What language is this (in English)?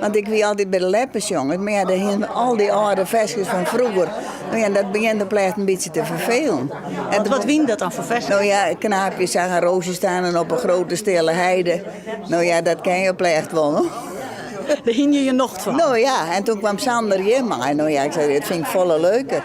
Western Frisian